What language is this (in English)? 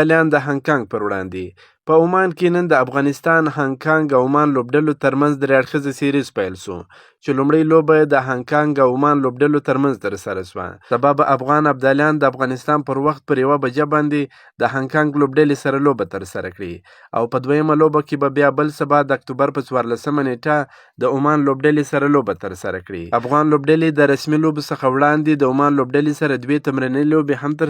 Pashto